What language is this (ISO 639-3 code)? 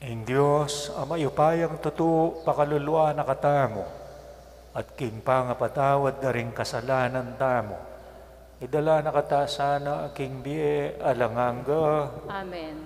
pam